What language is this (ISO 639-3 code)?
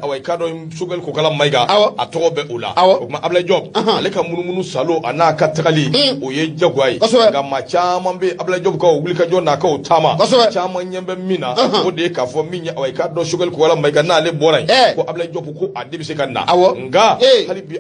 bam